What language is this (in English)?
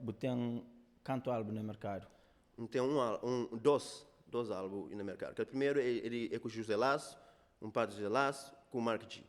Kabuverdianu